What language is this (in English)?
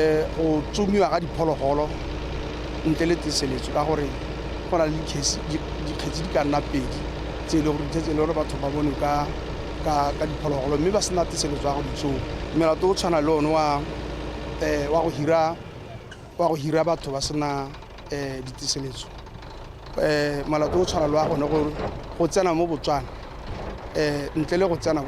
Tswana